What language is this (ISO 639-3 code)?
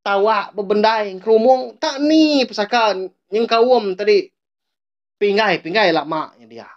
iba